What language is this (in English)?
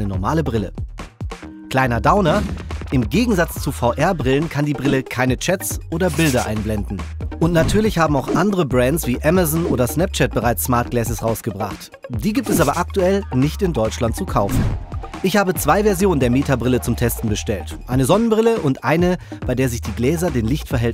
German